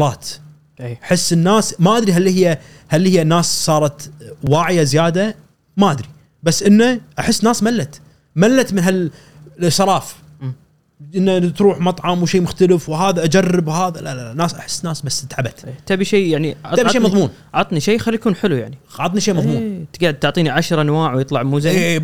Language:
Gulf Arabic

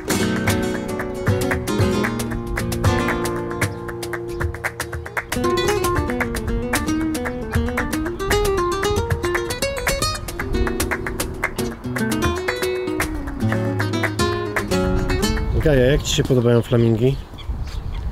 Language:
Polish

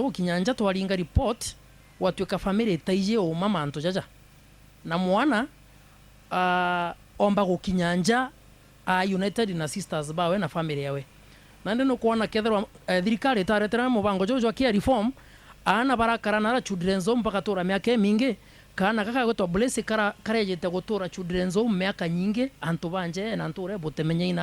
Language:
Meru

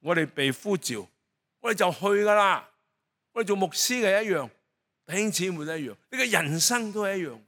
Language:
Cantonese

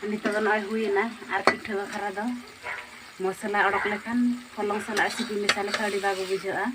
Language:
Santali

